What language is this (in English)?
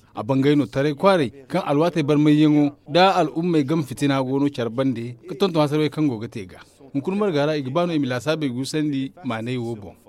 Zarma